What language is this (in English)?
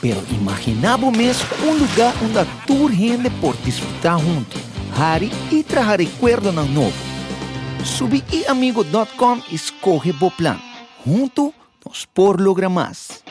Papiamento